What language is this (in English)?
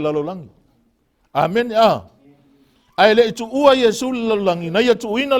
Samoan